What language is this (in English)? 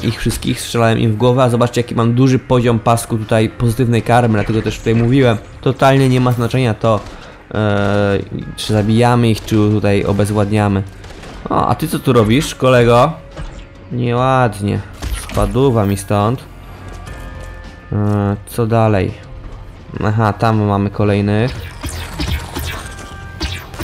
Polish